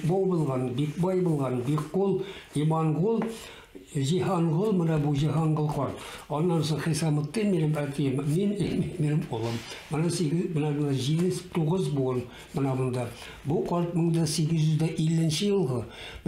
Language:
Bashkir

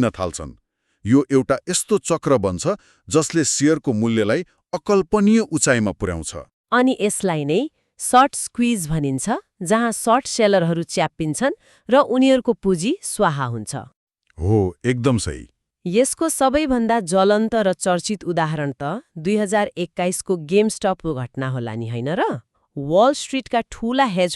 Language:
Nepali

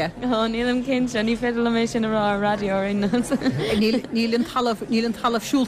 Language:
Irish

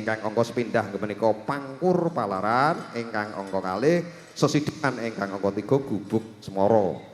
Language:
Javanese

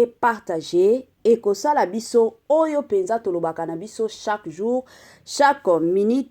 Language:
Lingala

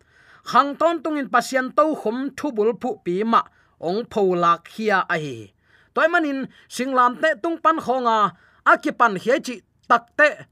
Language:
Tedim Chin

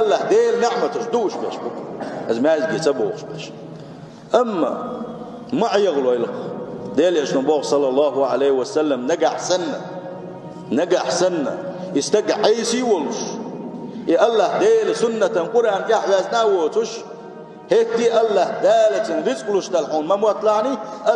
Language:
Chechen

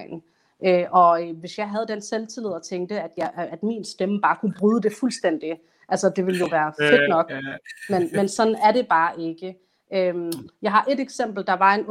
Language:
Danish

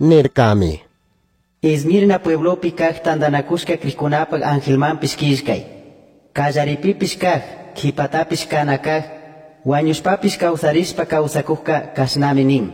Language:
Chimborazo Highland Quichua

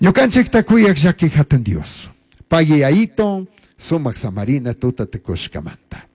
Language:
Chimborazo Highland Quichua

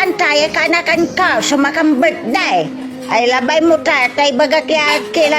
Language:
Pangasinan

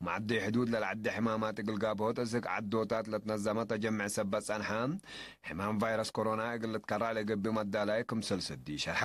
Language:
Tigre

